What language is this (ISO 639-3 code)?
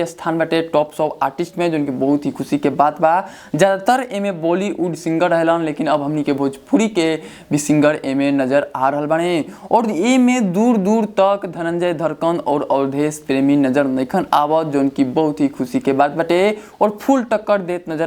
bho